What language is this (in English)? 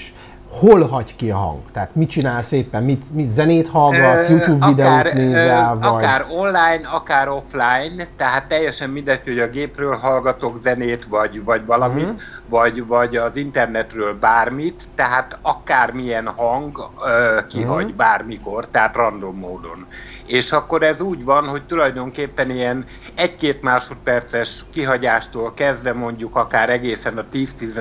Hungarian